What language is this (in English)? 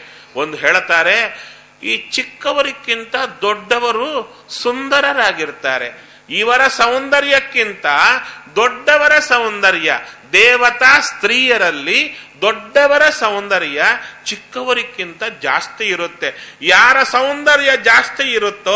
Kannada